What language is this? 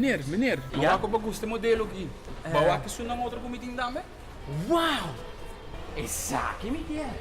Papiamento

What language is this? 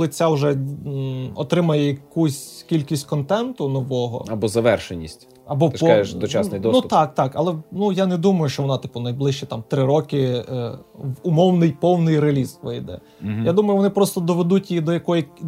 Ukrainian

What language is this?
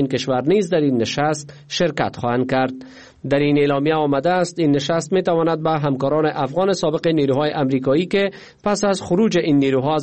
Persian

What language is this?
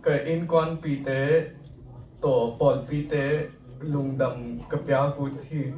Tedim Chin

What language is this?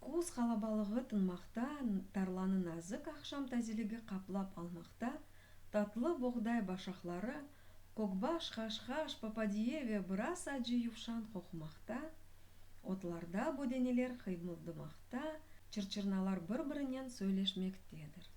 Crimean Tatar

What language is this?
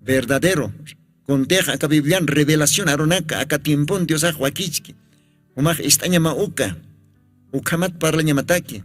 Aymara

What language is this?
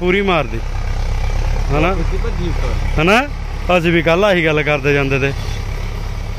Punjabi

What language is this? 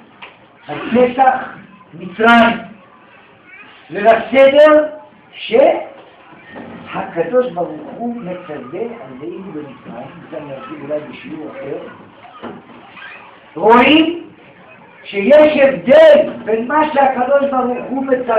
Hebrew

